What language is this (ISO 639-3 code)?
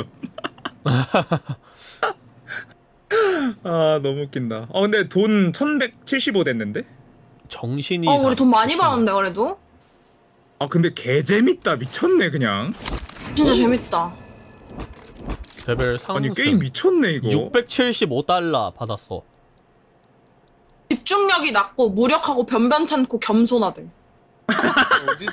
kor